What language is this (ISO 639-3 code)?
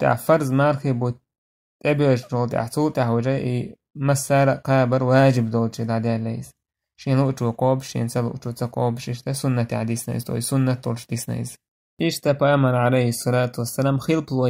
che